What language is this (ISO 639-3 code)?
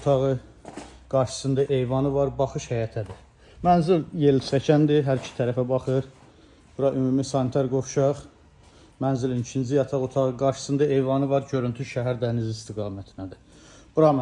aze